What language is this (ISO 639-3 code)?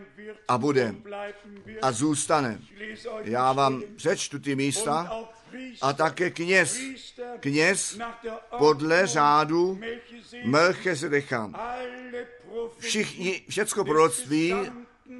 ces